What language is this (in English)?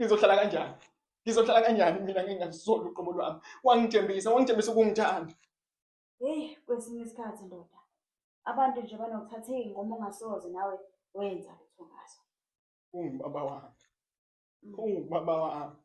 Zulu